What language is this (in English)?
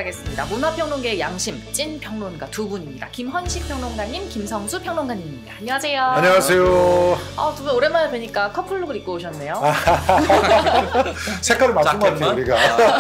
Korean